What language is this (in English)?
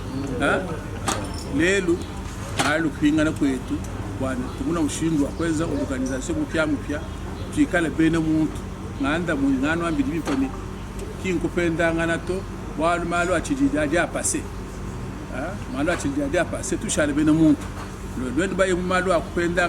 Luba-Lulua